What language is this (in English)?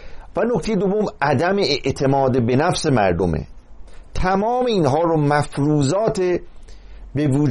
Persian